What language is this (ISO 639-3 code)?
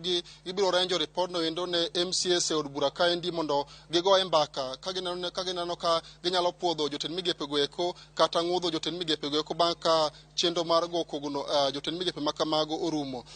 luo